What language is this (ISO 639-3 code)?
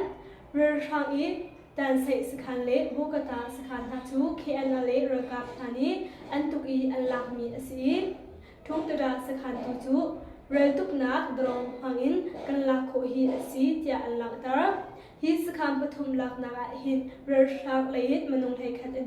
cnh